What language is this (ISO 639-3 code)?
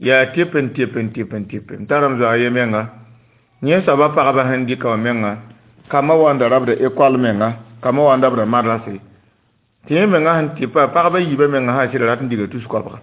mos